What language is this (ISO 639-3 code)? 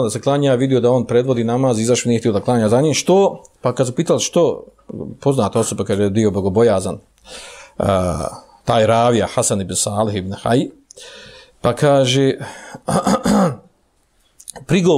bos